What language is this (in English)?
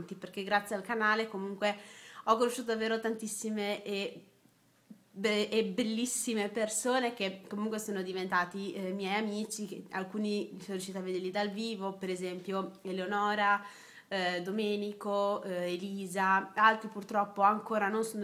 Italian